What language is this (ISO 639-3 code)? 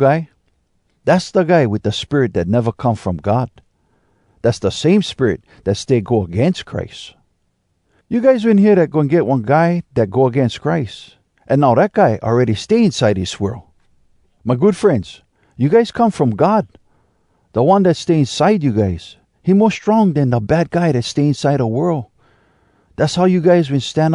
hwc